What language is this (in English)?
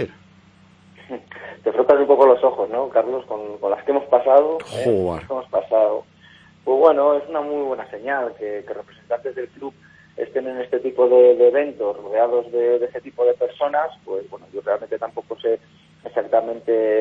Spanish